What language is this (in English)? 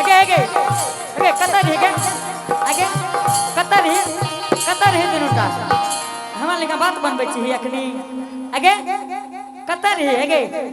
Angika